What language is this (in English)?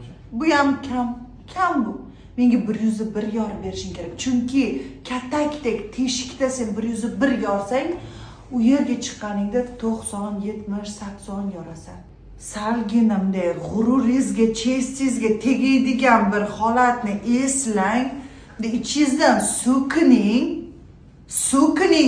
Uzbek